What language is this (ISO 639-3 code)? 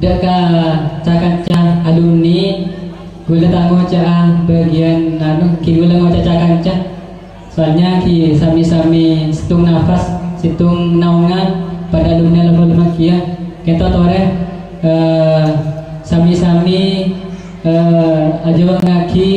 mad